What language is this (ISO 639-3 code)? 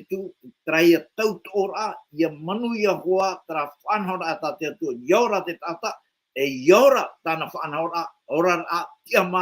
tah